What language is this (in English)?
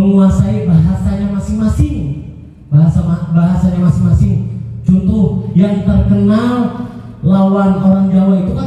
Banjar